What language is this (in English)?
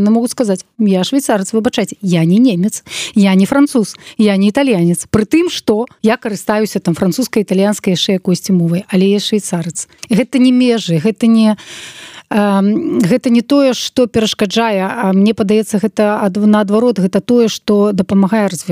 Belarusian